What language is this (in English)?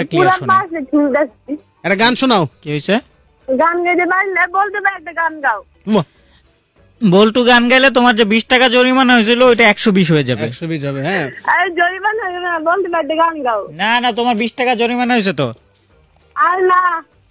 Bangla